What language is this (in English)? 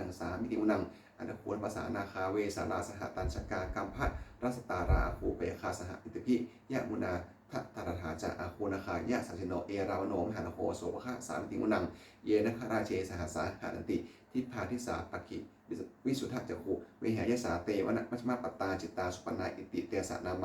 Pali